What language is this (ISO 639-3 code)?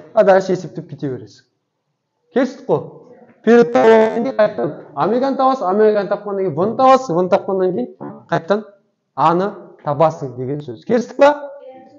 kaz